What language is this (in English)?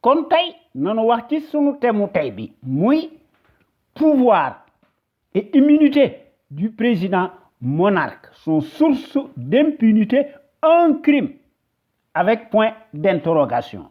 Wolof